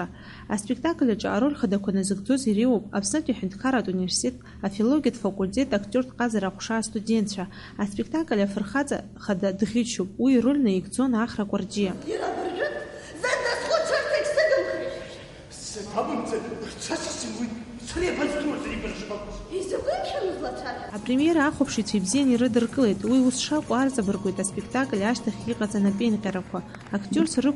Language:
Abkhazian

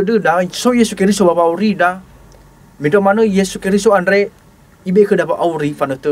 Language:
Nias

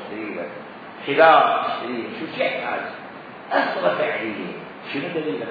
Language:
Mesopotamian Arabic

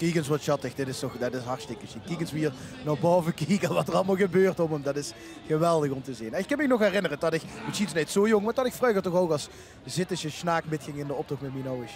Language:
Limburgish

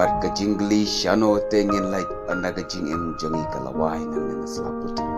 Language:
Khasi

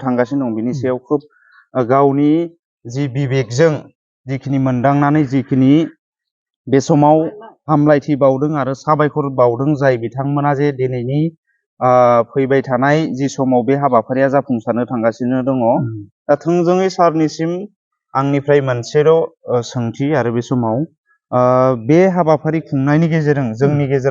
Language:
Bodo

